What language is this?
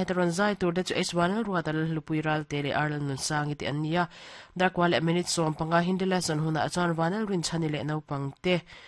Mizo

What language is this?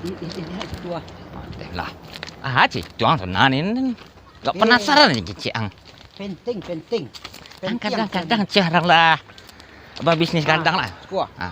Minangkabau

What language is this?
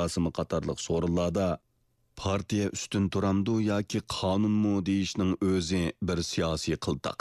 Uyghur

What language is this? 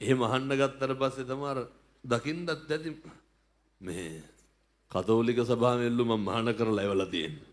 Sinhala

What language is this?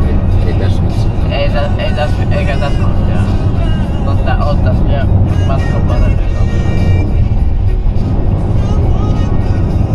Finnish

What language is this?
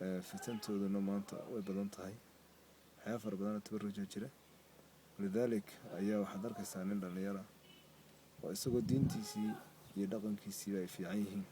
Somali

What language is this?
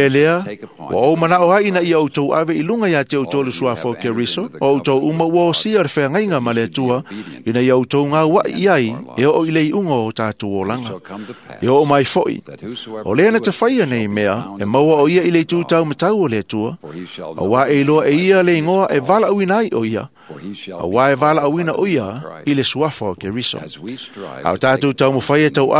Samoan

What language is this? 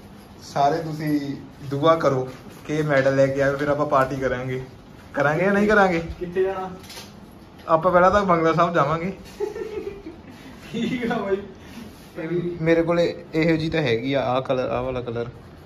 Punjabi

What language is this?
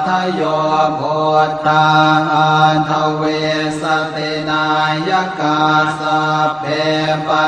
Pali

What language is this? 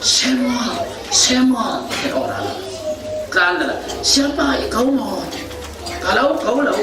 Falam Chin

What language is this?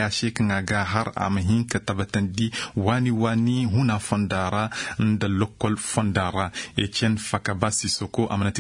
Zarma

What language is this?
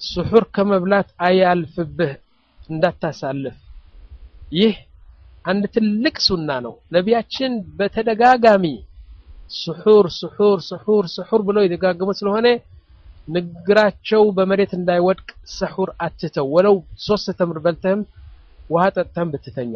Amharic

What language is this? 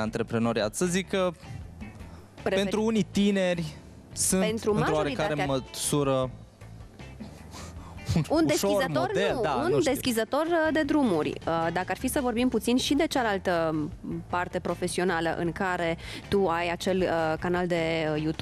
Romanian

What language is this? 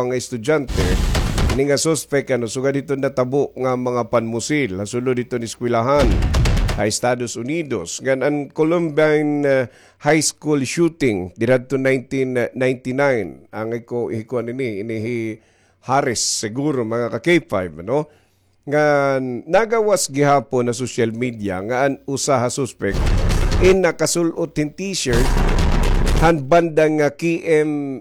Waray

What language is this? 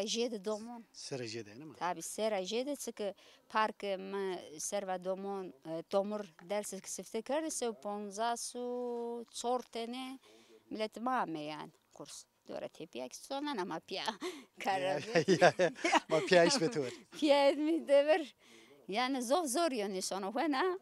Zaza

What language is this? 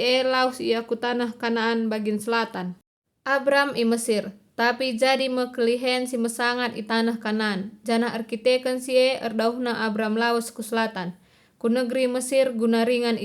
Batak Karo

